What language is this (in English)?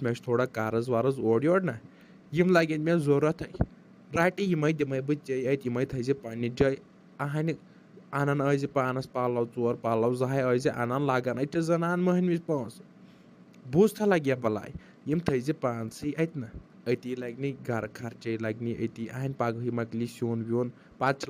Kashmiri